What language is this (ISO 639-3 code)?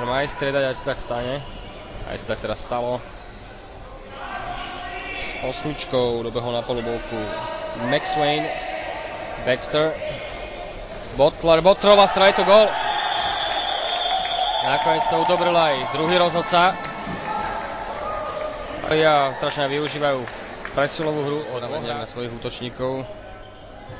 slk